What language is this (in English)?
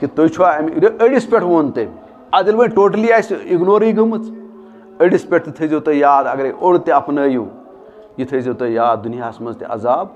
Kashmiri